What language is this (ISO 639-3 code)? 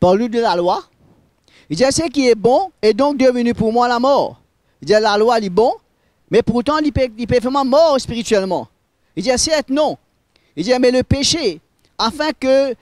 mfe